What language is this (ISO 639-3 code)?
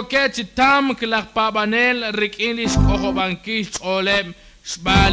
kek